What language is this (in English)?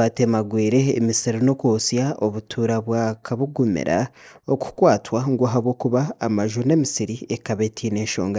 Nyankole